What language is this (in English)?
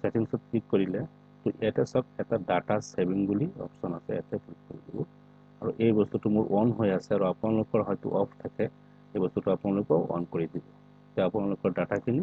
Assamese